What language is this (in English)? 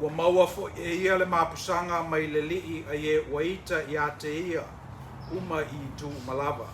Samoan